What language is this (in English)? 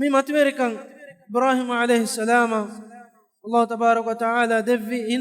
Divehi